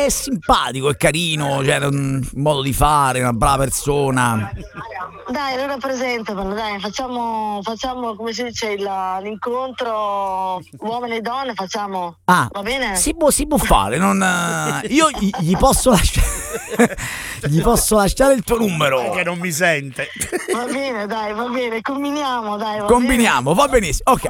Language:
Italian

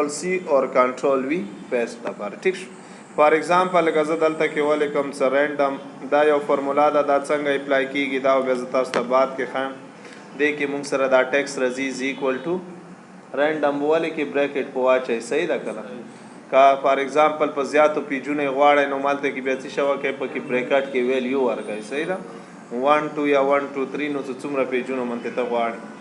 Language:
Pashto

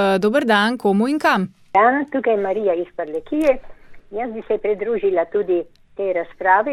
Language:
Slovenian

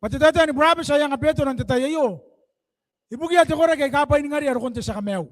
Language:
Gilbertese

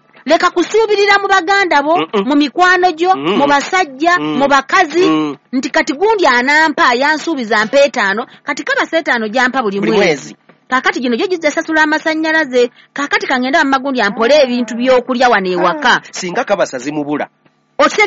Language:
Ganda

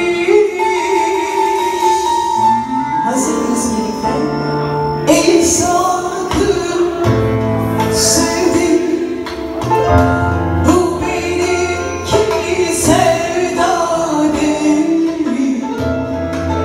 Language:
Turkish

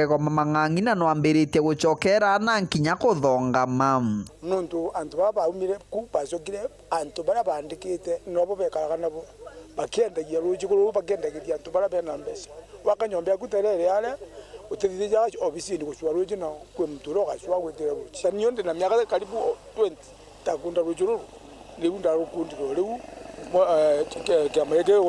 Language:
Meru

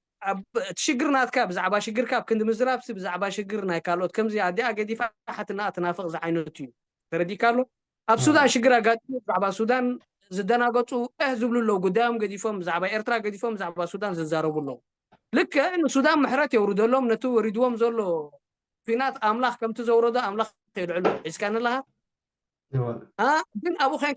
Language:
Tigrinya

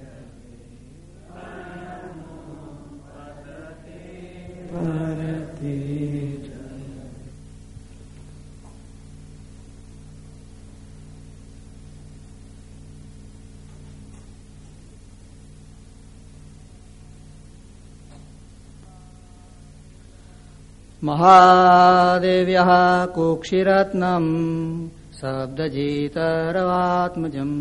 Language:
Gujarati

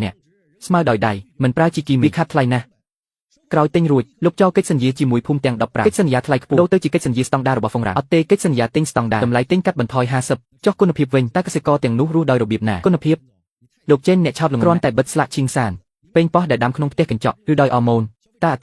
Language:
Khmer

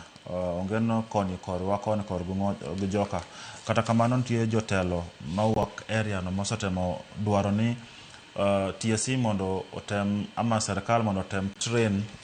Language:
Luo (Kenya and Tanzania)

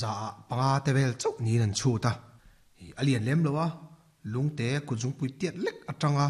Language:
Mizo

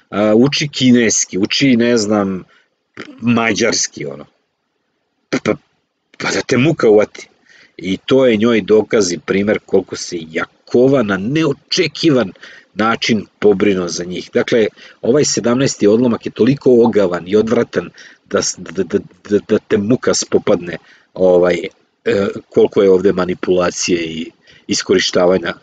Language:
Serbian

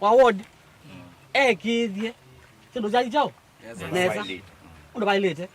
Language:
Kamba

